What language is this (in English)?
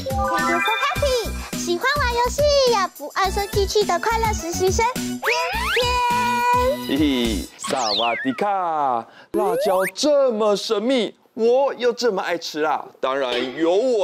Chinese